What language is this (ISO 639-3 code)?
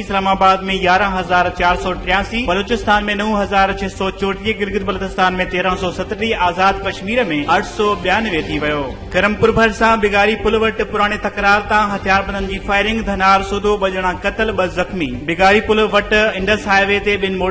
snd